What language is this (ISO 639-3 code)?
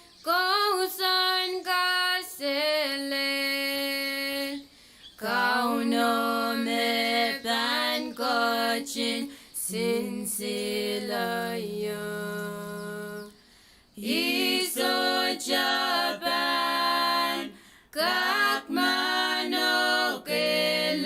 pon